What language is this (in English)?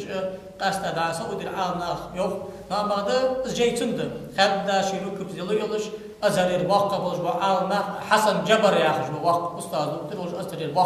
Ingush